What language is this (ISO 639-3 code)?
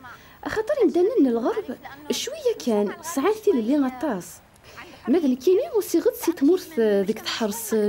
kab